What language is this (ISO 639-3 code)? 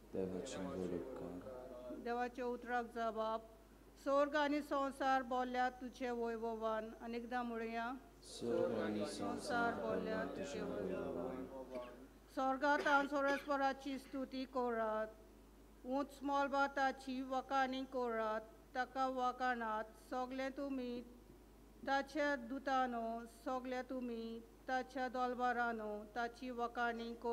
kok